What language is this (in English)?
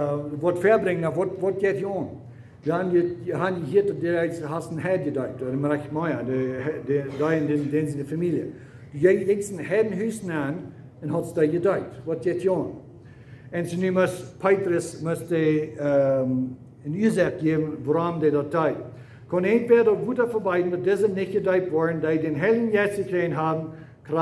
Plautdietsch